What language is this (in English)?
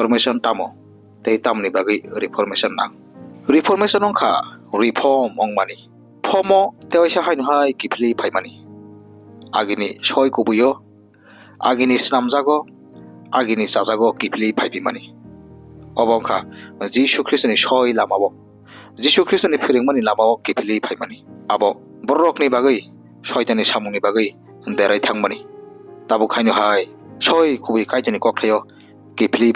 Kok Borok